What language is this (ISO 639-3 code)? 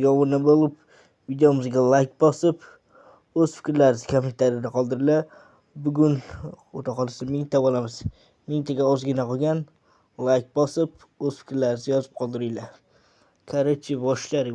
uzb